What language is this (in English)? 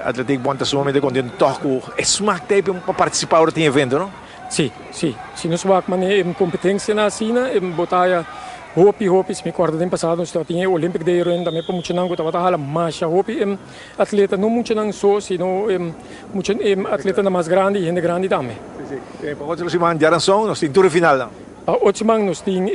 Papiamento